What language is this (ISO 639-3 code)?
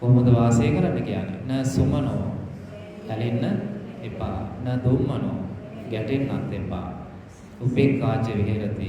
sin